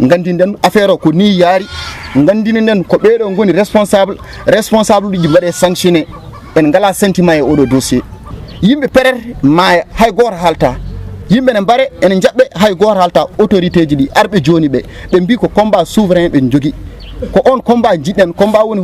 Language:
Fula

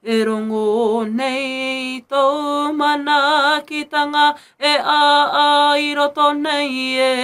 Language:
Māori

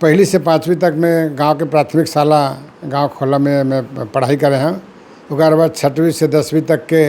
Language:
Chhattisgarhi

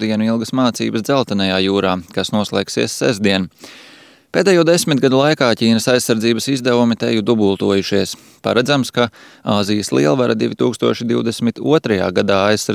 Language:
Latvian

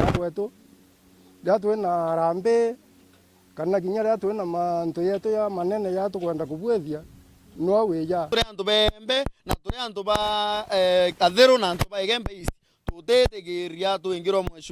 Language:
Meru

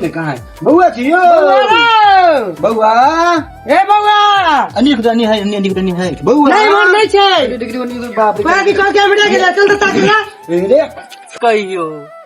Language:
Maithili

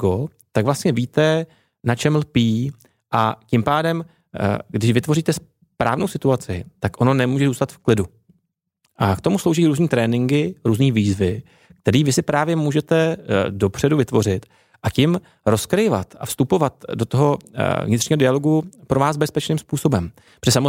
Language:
Czech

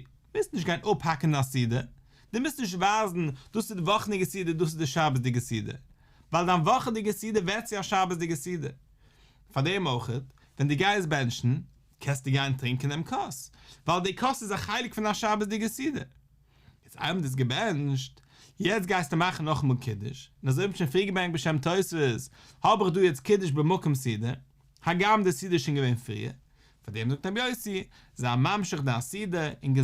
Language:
Yiddish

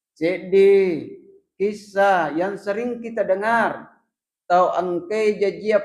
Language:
Buginese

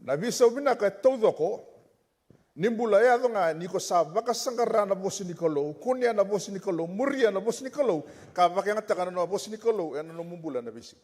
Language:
Fijian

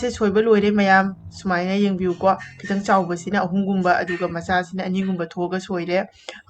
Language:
Manipuri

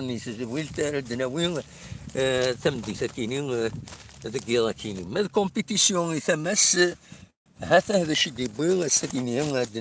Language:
Kabyle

